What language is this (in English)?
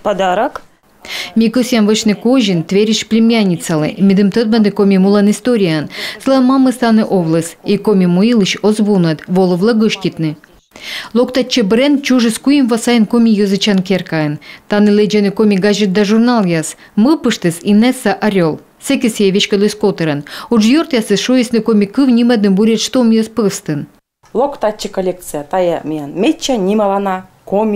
Komi